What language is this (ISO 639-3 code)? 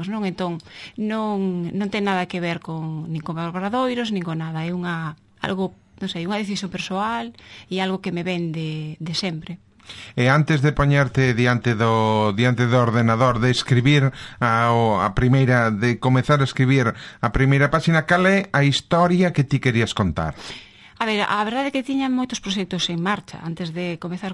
glg